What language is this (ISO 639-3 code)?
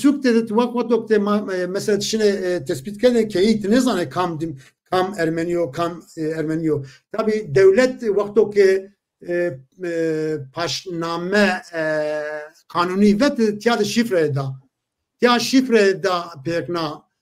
zza